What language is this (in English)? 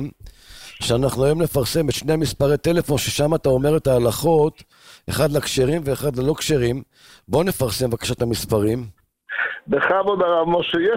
Hebrew